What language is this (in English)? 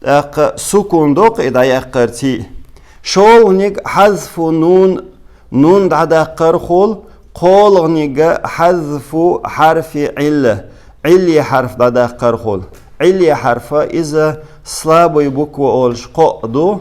Chechen